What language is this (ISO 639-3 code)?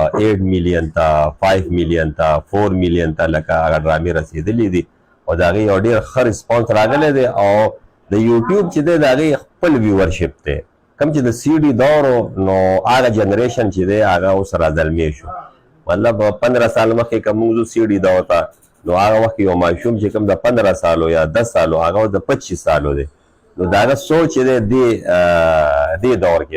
pus